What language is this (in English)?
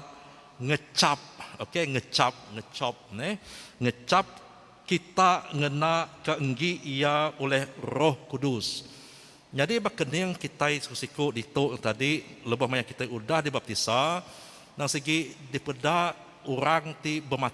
Iban